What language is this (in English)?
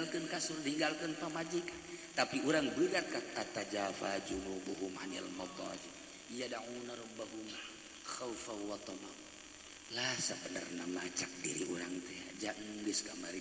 Sundanese